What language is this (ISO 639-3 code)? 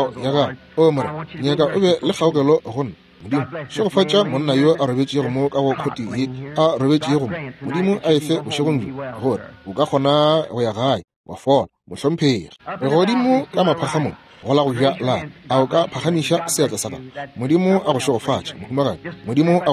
nso